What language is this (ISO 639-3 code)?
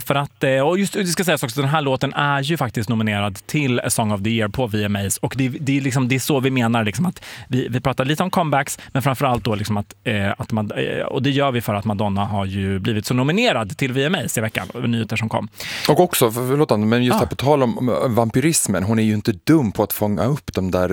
swe